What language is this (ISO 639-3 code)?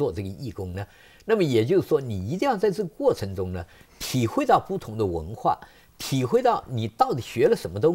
zho